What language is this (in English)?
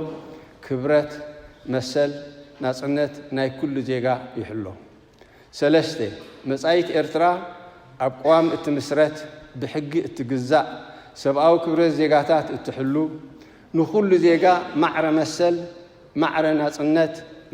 Tigrinya